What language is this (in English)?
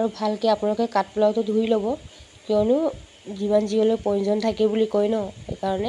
Assamese